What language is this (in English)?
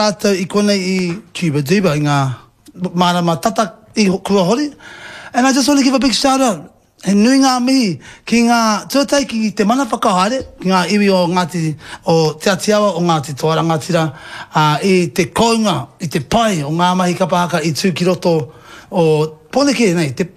Māori